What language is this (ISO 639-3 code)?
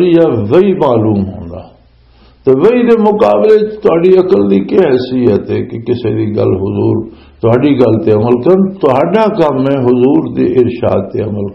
lah